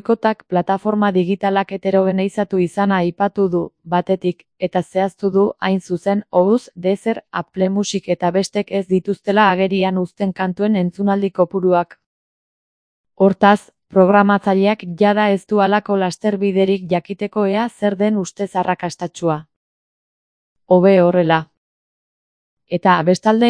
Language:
Basque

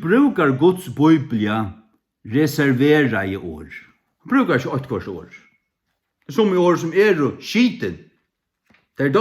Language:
Faroese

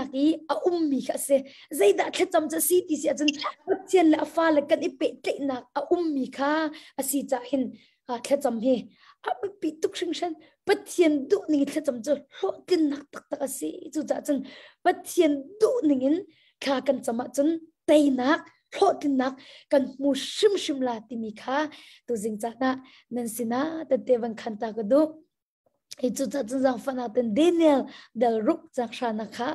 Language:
Hakha Chin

